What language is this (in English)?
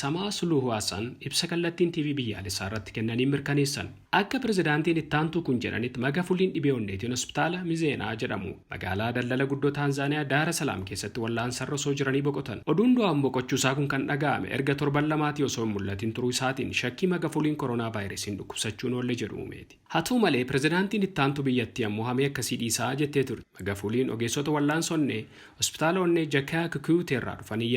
Oromo